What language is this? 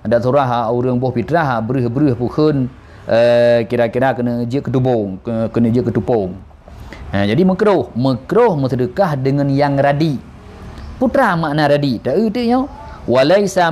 Achinese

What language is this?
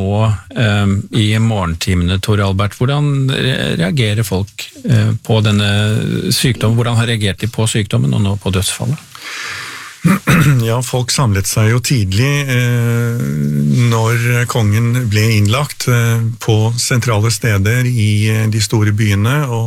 Norwegian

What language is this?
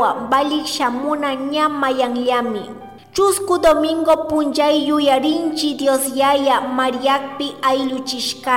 Chimborazo Highland Quichua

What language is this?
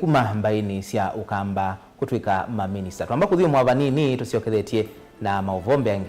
Kamba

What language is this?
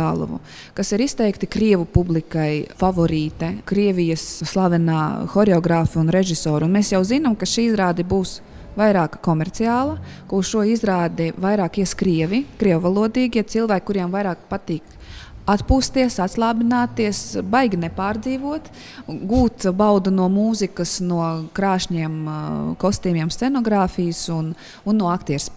Latvian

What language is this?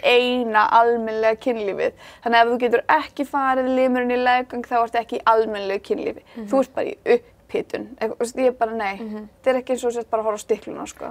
Icelandic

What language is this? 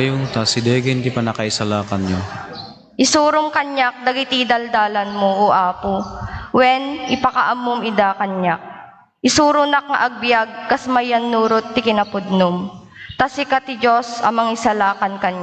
Iloko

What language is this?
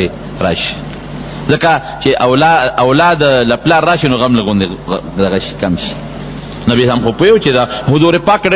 Pashto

